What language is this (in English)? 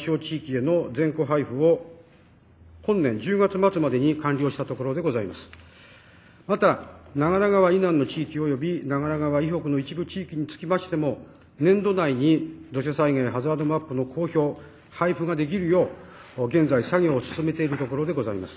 Japanese